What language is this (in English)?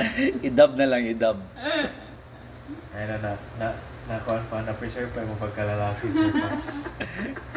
Cebuano